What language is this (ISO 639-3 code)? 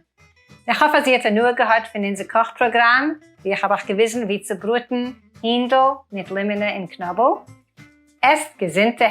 yid